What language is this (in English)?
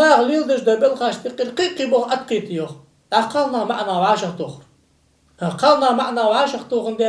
Ingush